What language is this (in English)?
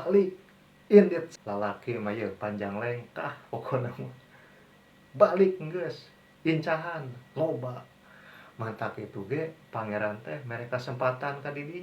Sundanese